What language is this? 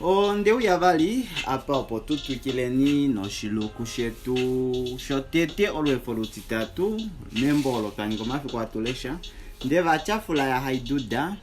Kuanyama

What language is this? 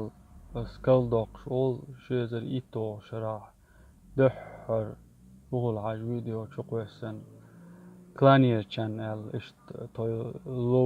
Chechen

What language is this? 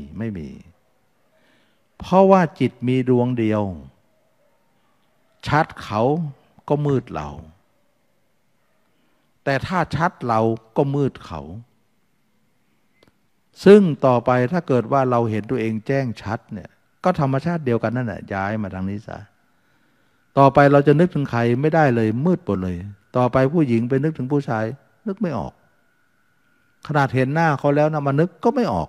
Thai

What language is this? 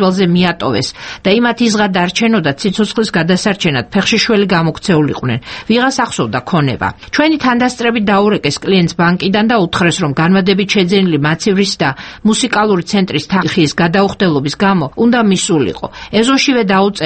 Georgian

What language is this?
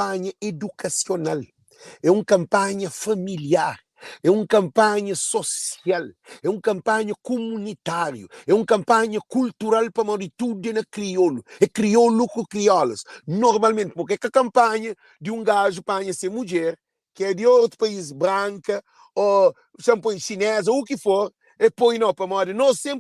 Kabuverdianu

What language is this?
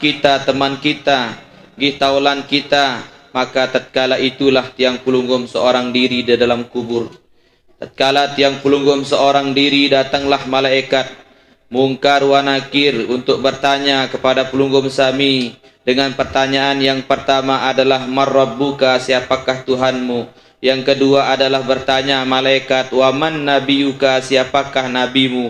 Sasak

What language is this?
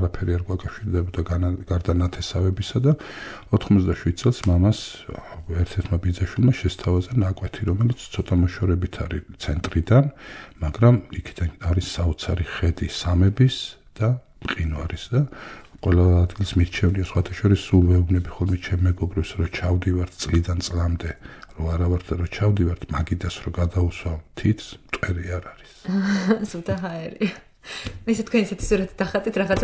Georgian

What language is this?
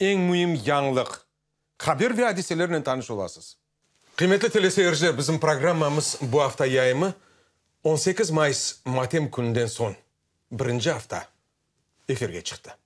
Crimean Tatar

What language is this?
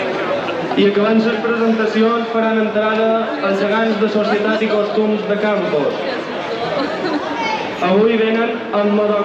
Catalan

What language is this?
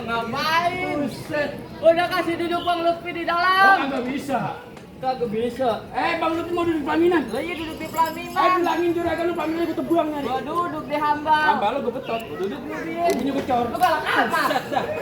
Betawi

